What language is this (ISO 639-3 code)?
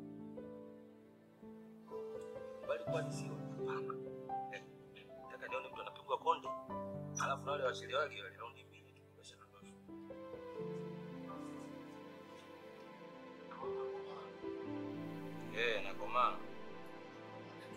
swa